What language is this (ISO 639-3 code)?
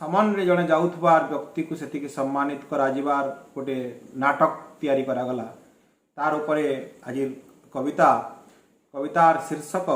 ori